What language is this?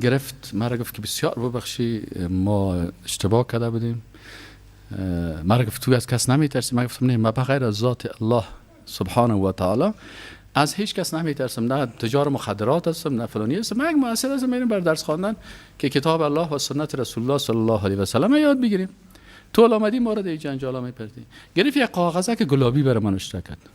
Persian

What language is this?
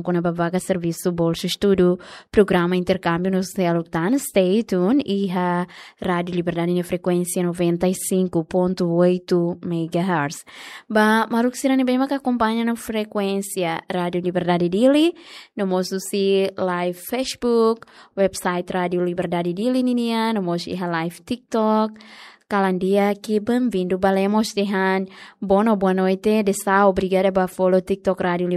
Tetum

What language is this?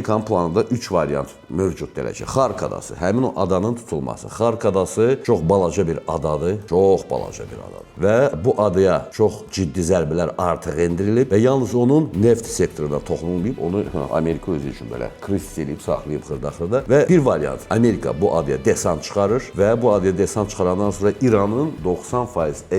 Azerbaijani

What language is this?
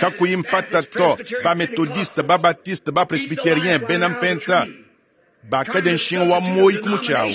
Luba-Lulua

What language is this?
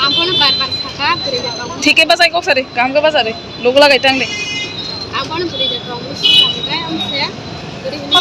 Riang (India)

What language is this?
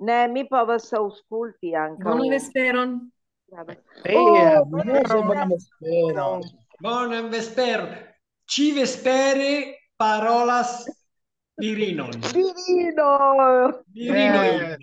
Esperanto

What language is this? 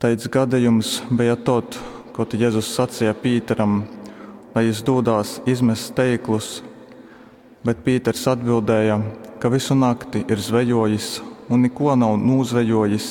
Latgalian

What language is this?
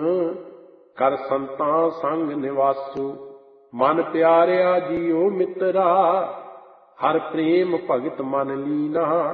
Punjabi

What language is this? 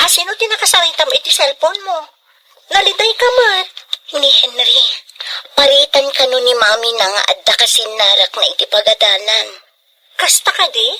Iloko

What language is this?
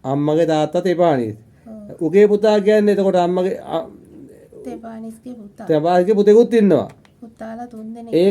Sinhala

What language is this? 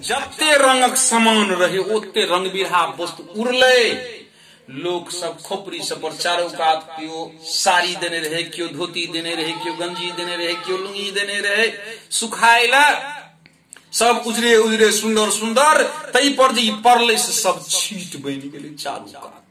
Maithili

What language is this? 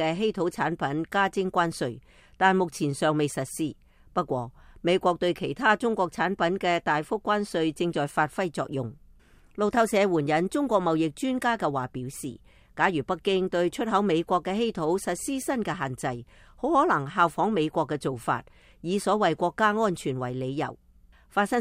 Cantonese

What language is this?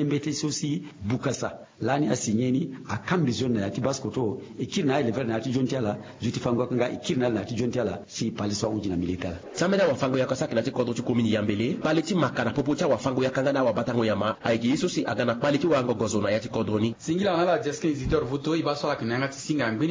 Sango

